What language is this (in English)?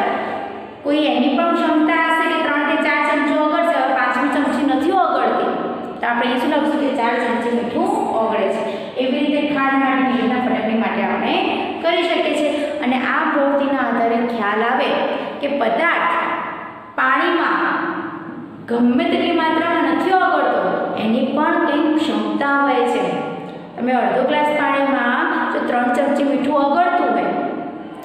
Gujarati